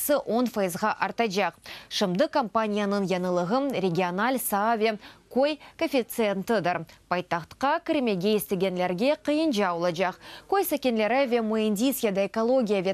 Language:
Crimean Tatar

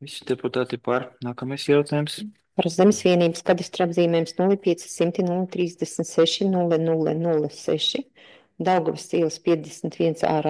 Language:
Latvian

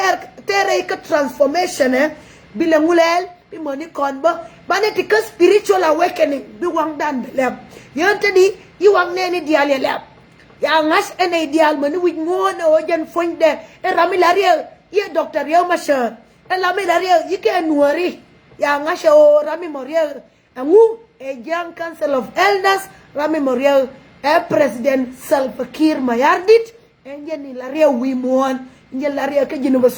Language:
Nuer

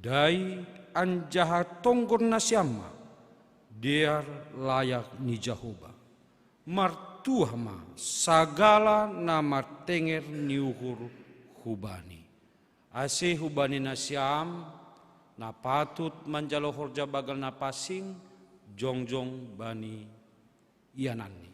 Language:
Batak Simalungun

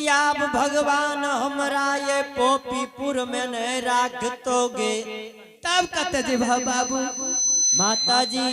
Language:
Angika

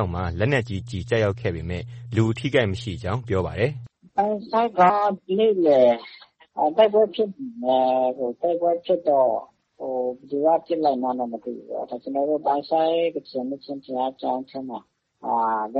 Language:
Burmese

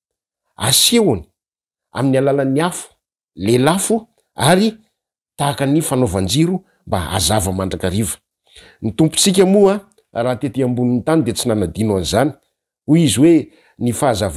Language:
Malagasy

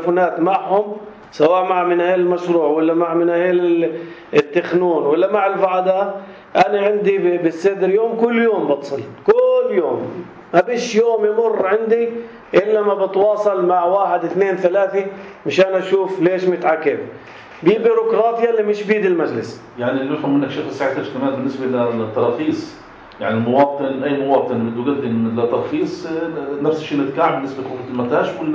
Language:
North Levantine Arabic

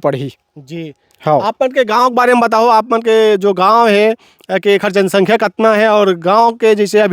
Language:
Chhattisgarhi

